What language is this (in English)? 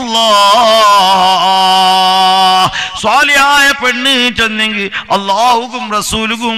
Malayalam